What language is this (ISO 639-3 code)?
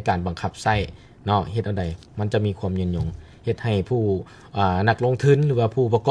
lao